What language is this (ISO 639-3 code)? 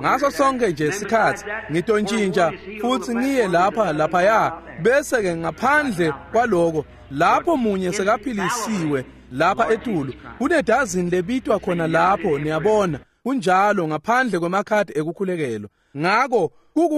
ssw